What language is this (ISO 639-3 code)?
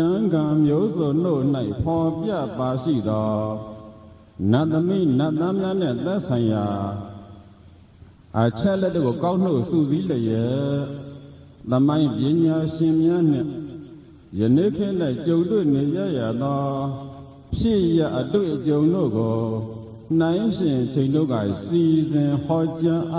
mya